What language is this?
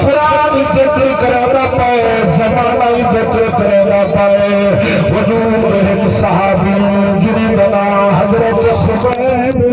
Saraiki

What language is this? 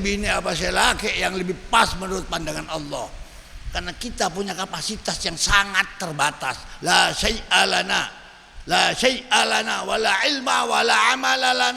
Madurese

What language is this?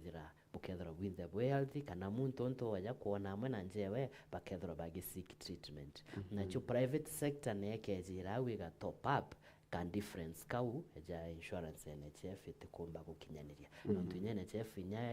Meru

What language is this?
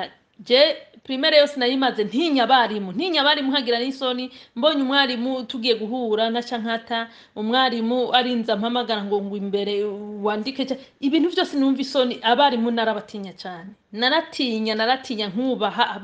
Rundi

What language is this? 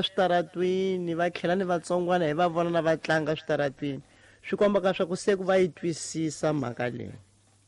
Tsonga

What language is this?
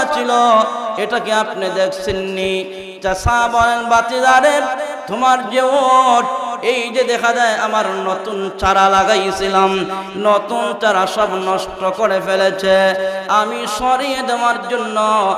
Bangla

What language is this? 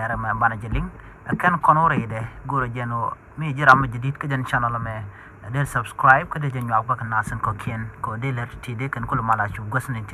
Nuer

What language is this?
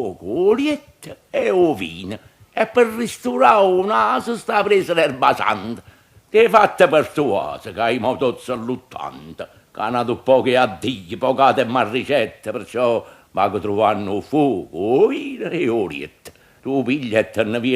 Neapolitan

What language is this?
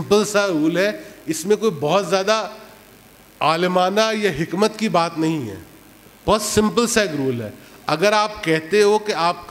Urdu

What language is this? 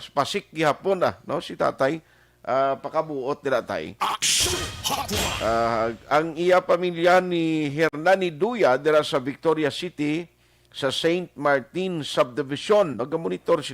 Hiligaynon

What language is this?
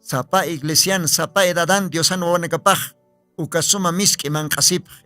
Aymara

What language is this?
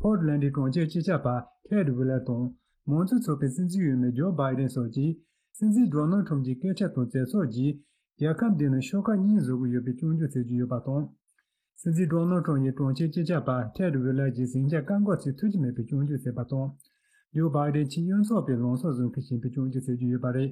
Tibetan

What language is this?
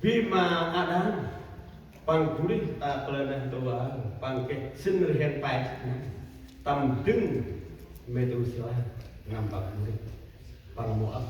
Central Mnong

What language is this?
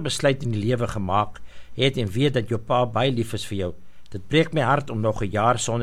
Afrikaans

